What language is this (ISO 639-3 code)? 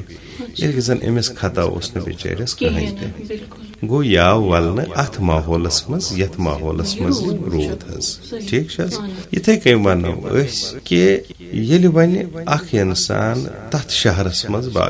kas